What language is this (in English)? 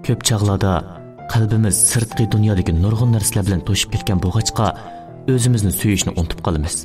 Uyghur